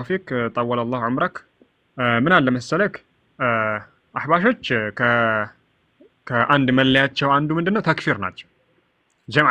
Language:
Amharic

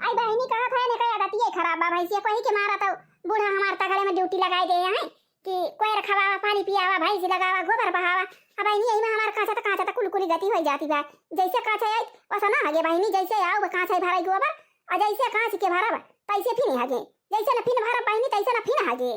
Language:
Awadhi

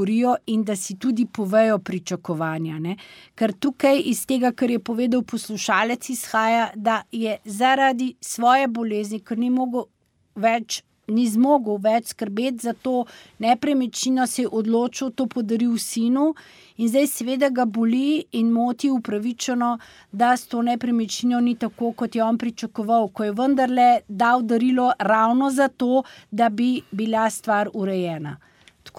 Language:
Slovenian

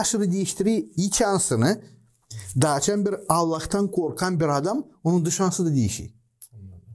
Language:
Gagauz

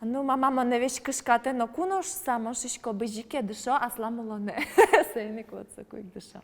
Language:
Udmurt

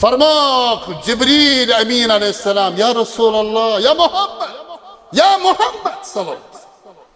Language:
Kashmiri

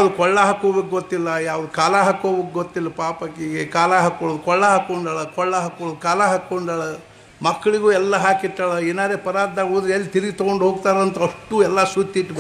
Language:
Kannada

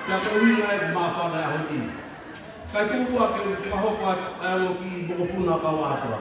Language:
Tongan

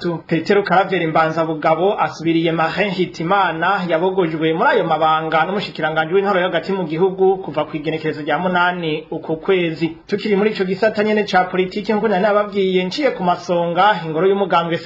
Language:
Rundi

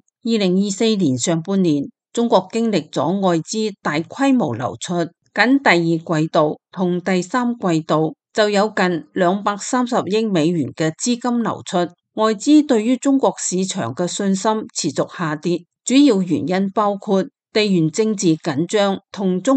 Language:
Cantonese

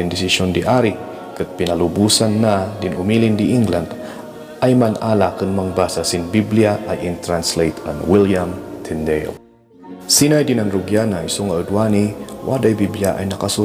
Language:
Kankanaey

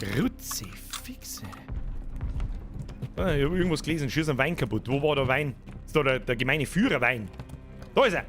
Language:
Bavarian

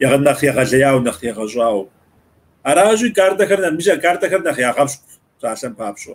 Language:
Kabardian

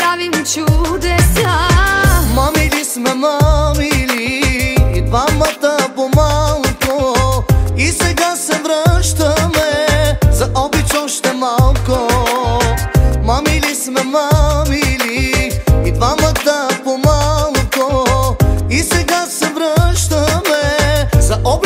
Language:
Bulgarian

